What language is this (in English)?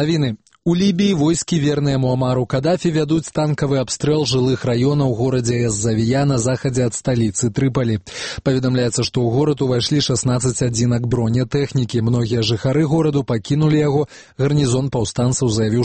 Belarusian